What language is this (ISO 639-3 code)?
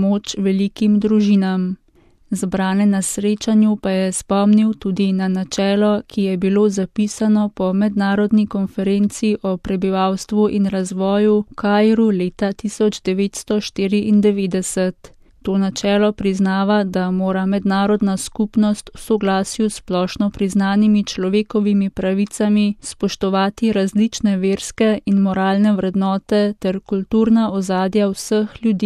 slv